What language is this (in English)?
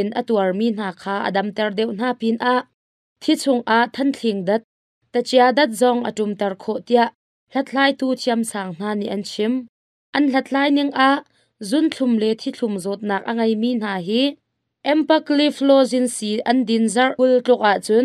Hakha Chin